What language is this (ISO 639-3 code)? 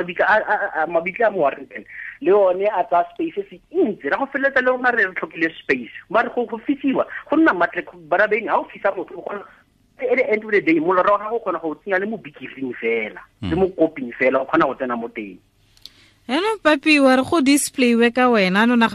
tsn